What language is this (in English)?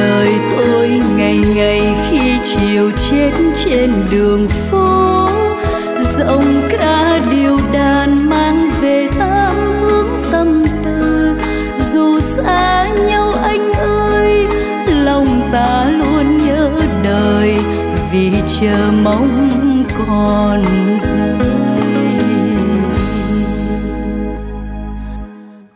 Vietnamese